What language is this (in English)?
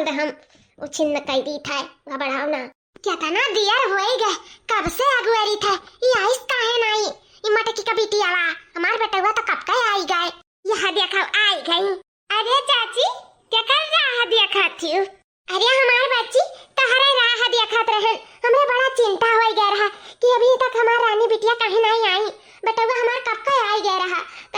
Awadhi